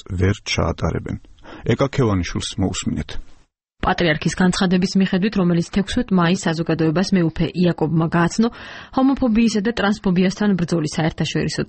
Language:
Georgian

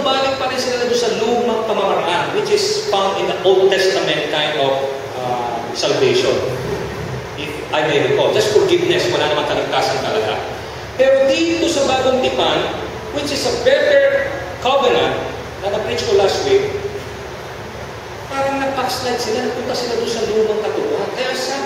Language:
Filipino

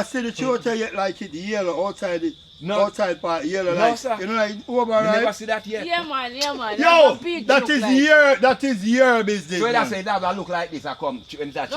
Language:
Jamaican Creole English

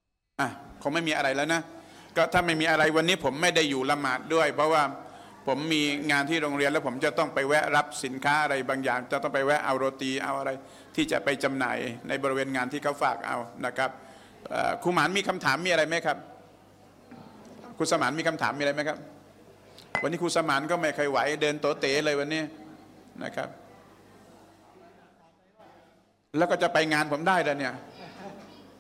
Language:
Thai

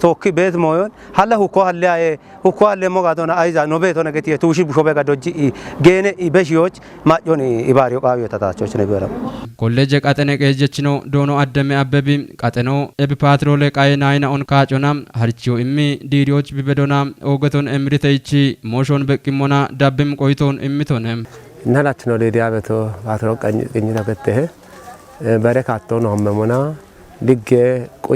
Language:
Kafa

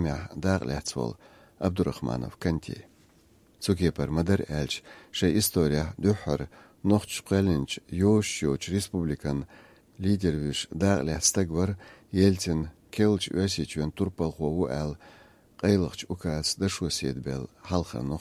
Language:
Chechen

